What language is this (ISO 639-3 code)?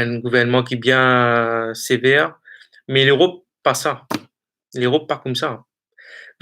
mfe